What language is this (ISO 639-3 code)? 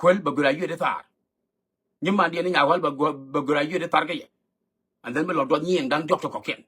nus